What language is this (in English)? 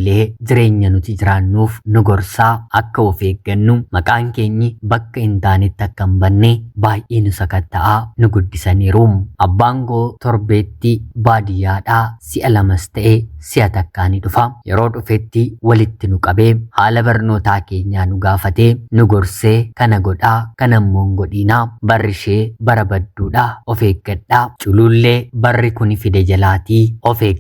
Oromo